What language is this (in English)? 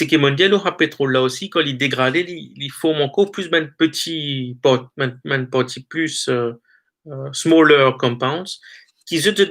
Morisyen